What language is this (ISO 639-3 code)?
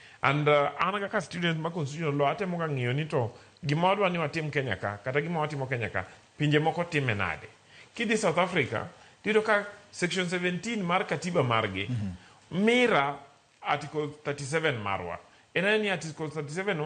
luo